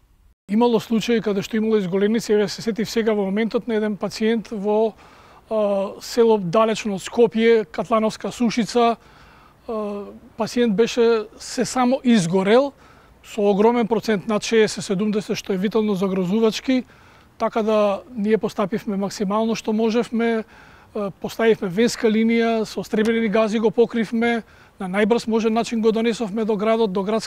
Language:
Macedonian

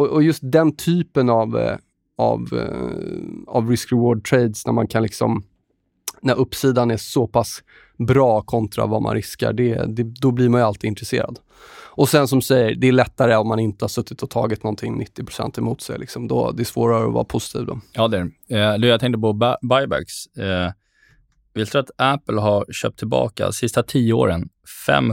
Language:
Swedish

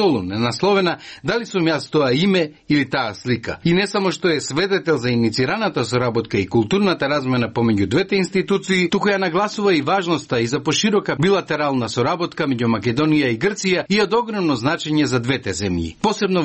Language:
Macedonian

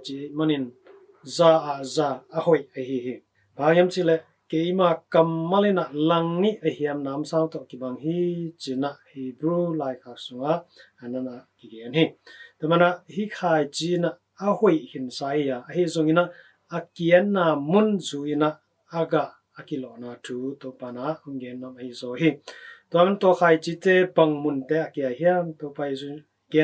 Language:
Tedim Chin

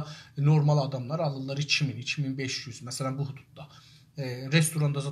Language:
South Azerbaijani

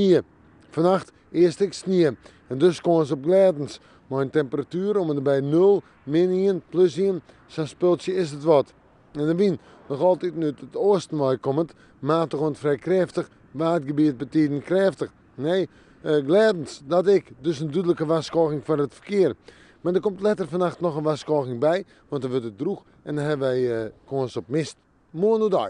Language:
Western Frisian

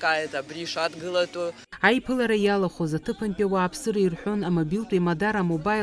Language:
Abkhazian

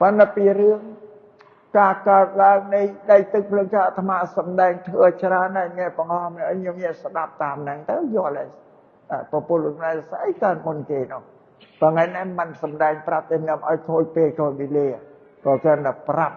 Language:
Khmer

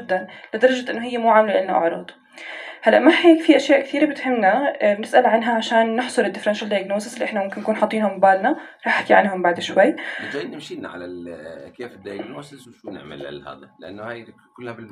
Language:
North Levantine Arabic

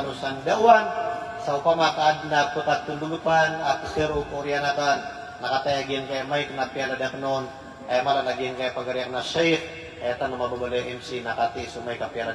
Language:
Maranao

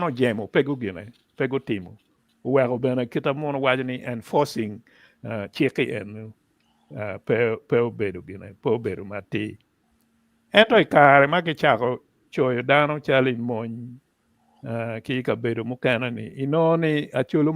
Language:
Acoli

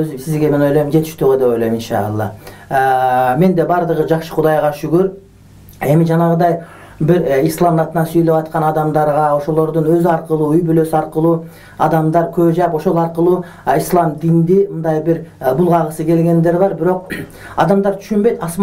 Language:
Kyrgyz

